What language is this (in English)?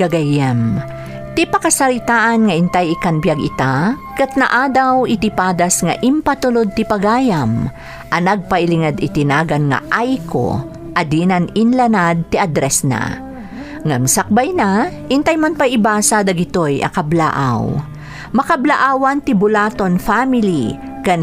Iloko